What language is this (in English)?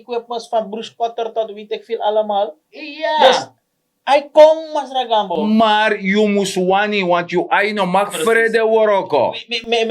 Sranan Tongo